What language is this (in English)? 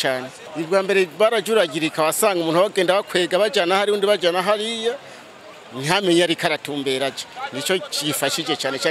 Rundi